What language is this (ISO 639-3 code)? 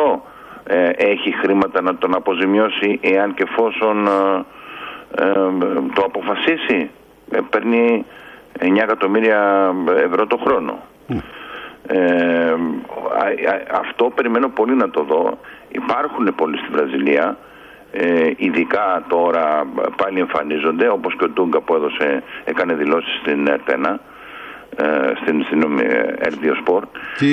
ell